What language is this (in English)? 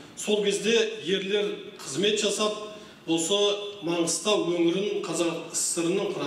Kazakh